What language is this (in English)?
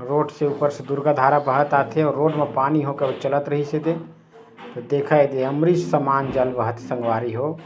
Chhattisgarhi